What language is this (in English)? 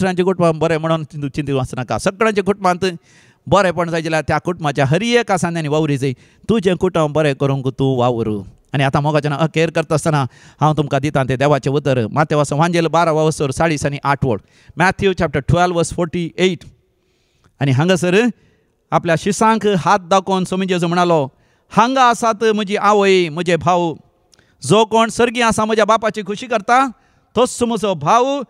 Konkani